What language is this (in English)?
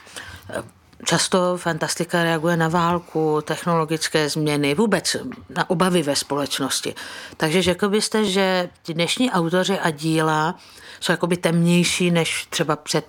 Czech